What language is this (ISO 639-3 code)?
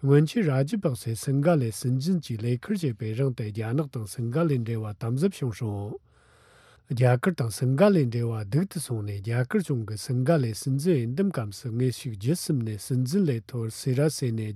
bod